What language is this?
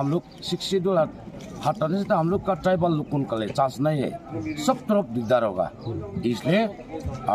Karbi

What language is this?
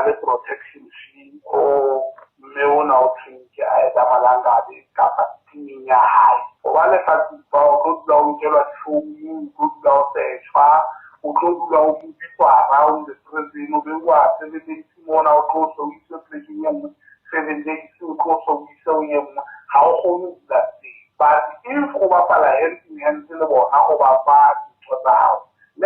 Tswana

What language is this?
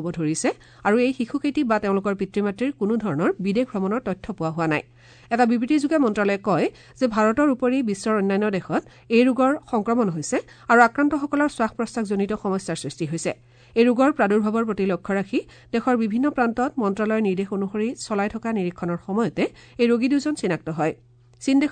Assamese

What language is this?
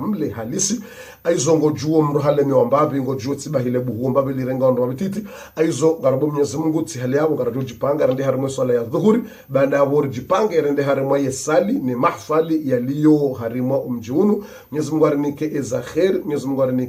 Ngazidja Comorian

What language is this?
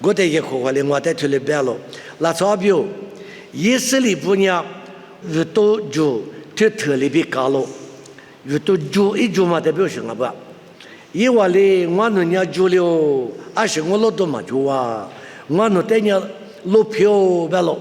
Lisu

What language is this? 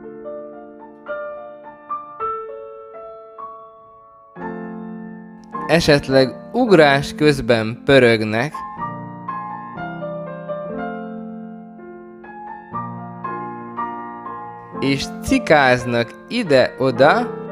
Hungarian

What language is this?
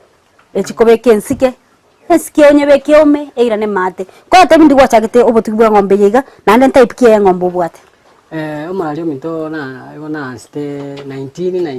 Gusii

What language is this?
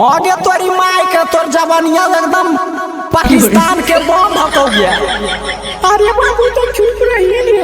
Magahi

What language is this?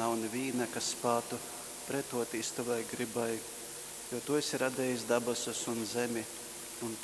Latgalian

